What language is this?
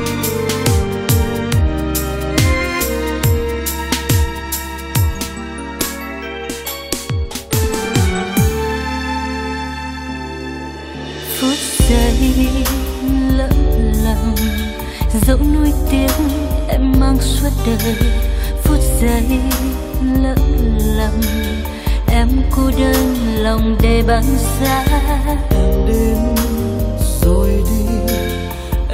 Vietnamese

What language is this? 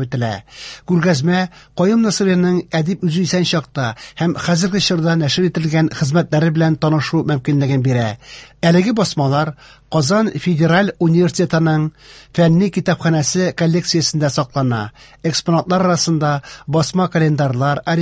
Tatar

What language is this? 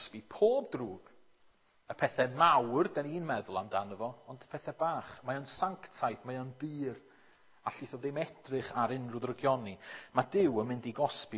Welsh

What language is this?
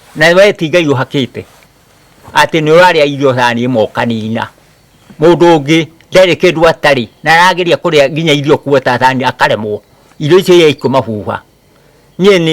Kikuyu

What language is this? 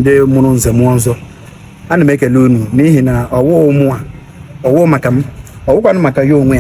Igbo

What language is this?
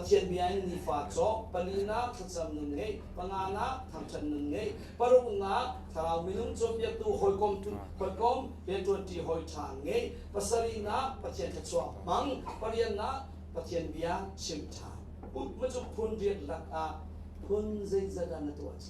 Hakha Chin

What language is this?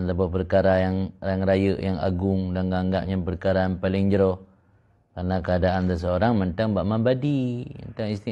Achinese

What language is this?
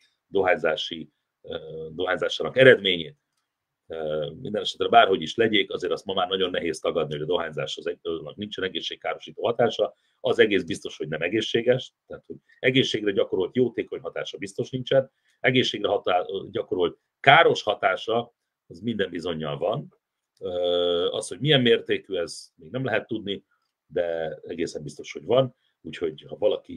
Hungarian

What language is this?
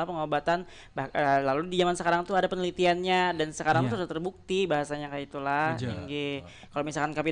Banjar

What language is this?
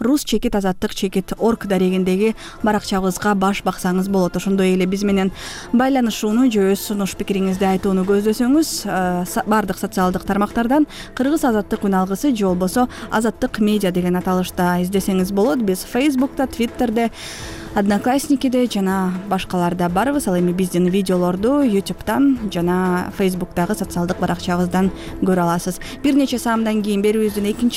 Kyrgyz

